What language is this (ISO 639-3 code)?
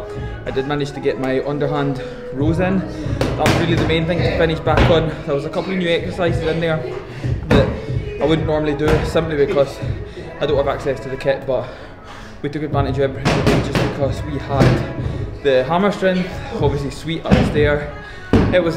eng